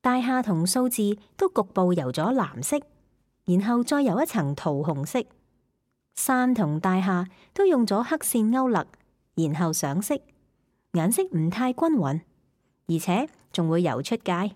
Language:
Cantonese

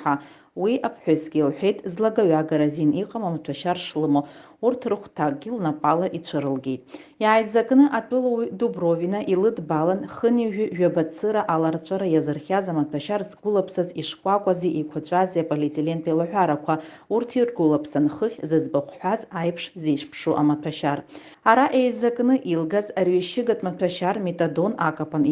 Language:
Abkhazian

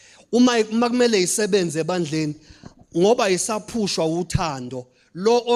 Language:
Zulu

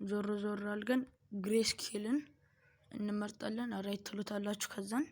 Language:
Amharic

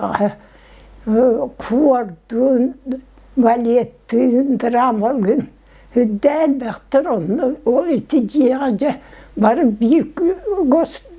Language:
Yakut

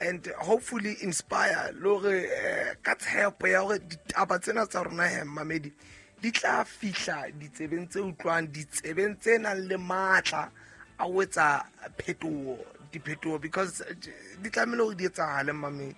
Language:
Southern Sotho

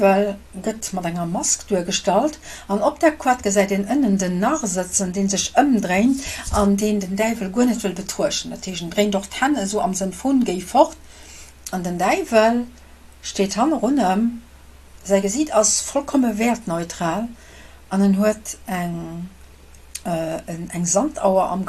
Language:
Luxembourgish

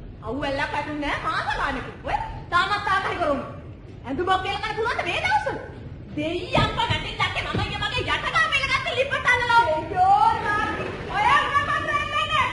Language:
Sinhala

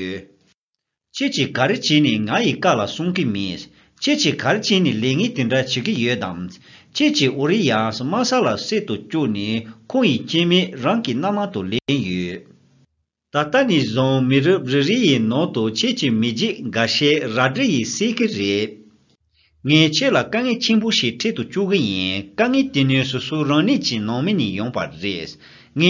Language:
Tibetan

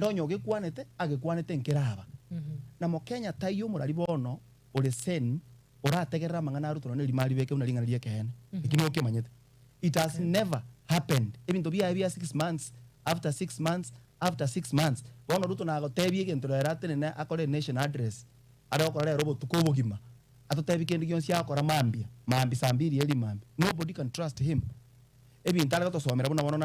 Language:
Gusii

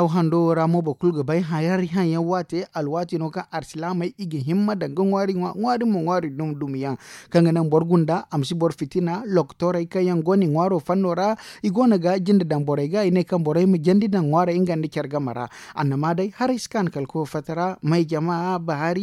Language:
Zarma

